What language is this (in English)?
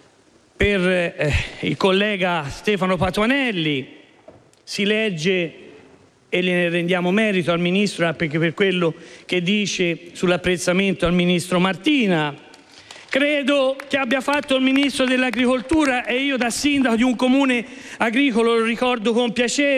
Italian